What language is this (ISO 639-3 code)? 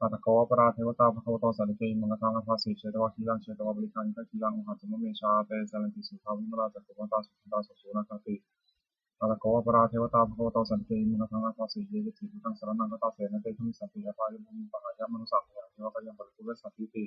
pli